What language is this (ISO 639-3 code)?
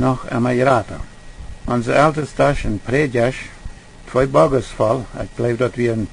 pdt